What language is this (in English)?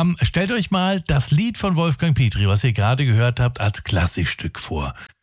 German